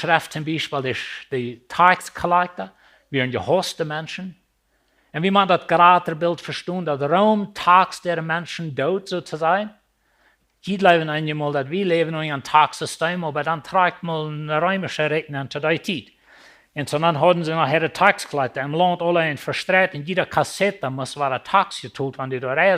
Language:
Plautdietsch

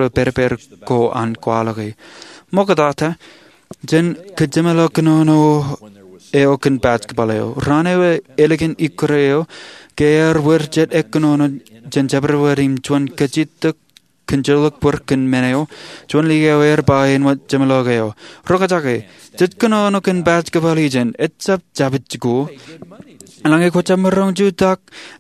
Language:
Marshallese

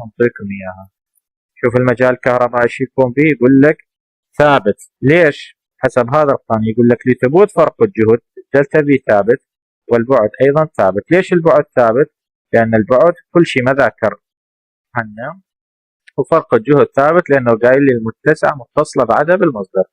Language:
Mesopotamian Arabic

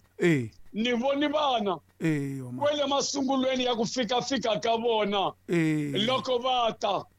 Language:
Tsonga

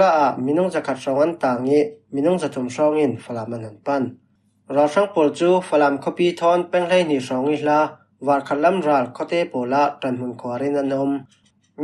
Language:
Falam Chin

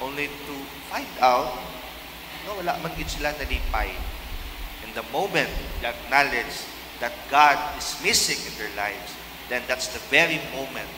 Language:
Hiligaynon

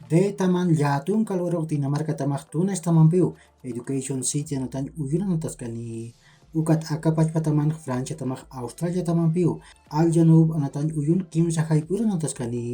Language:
Aymara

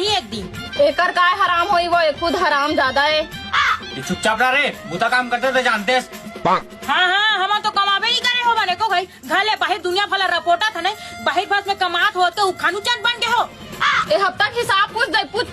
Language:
Chhattisgarhi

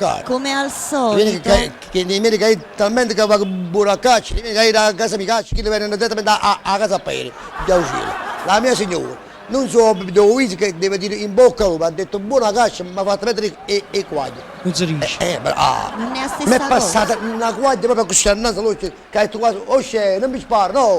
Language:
Neapolitan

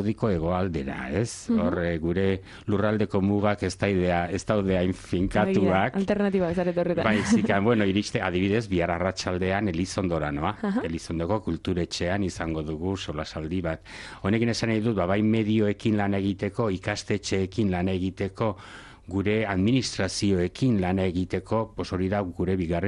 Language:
Basque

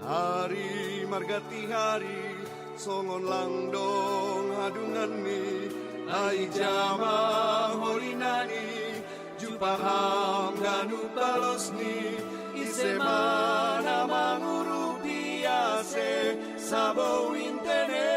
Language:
Batak Simalungun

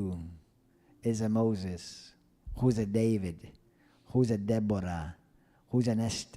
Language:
English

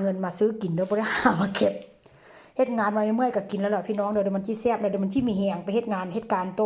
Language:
Northeastern Thai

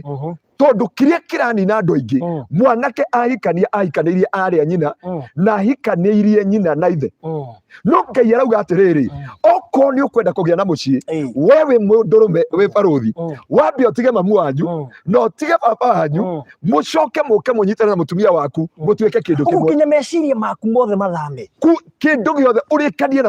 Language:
Kikuyu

